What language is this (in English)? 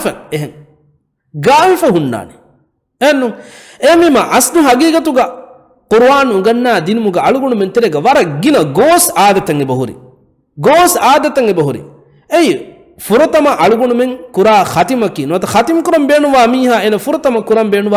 Divehi